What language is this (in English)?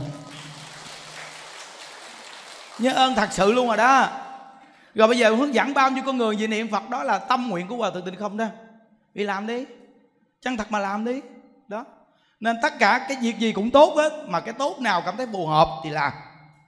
Vietnamese